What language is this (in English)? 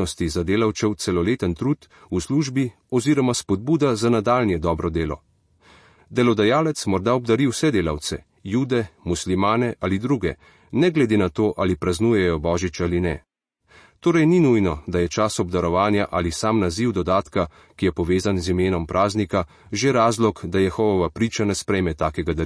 Slovenian